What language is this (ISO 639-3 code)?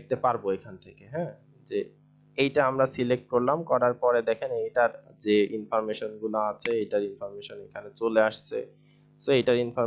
ben